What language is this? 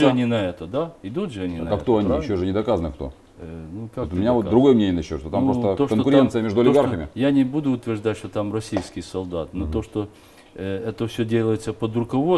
Russian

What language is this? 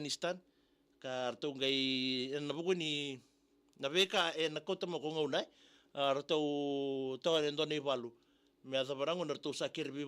Fijian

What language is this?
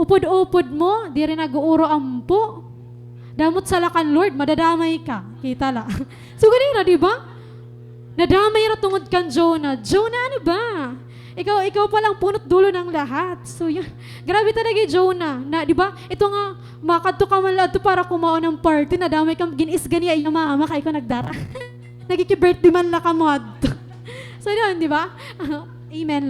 Waray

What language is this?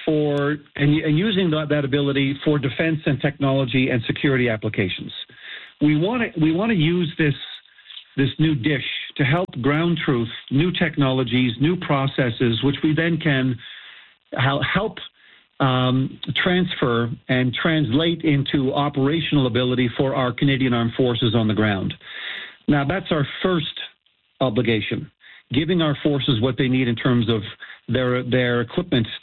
English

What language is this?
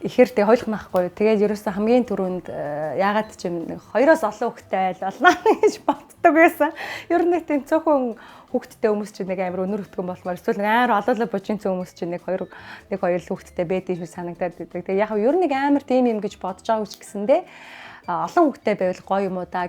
Mongolian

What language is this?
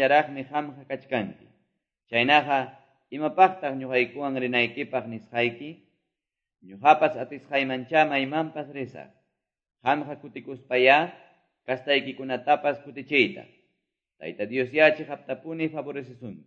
Quechua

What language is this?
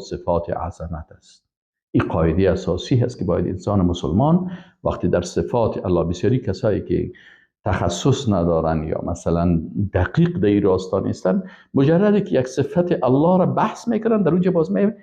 Persian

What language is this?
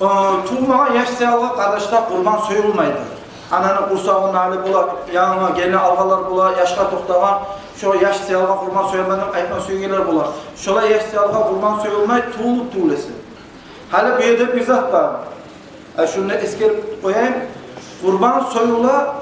Kumyk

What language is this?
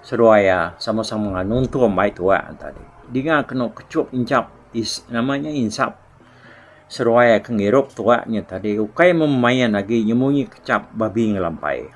Iban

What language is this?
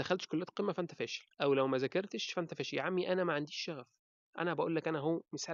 Egyptian Arabic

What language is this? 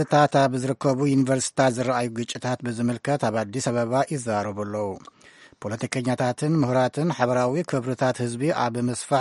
Tigrinya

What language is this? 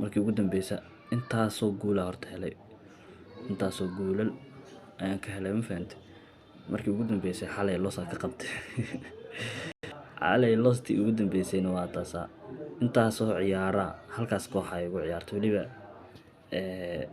Somali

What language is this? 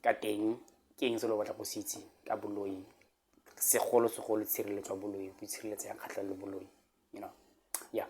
Tswana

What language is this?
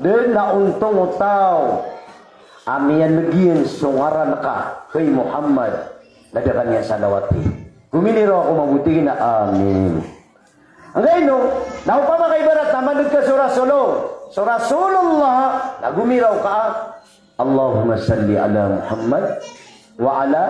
Maranao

